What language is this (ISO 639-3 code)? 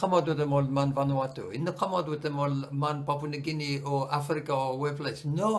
bis